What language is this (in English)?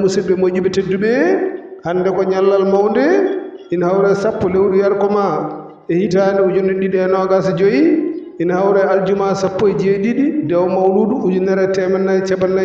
Fula